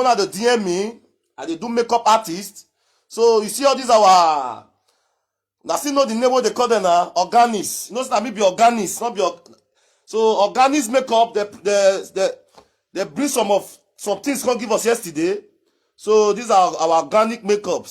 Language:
Nigerian Pidgin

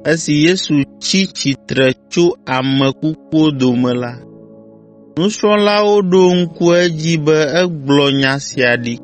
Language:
Ewe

